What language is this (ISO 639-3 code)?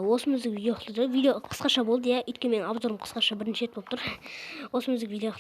kaz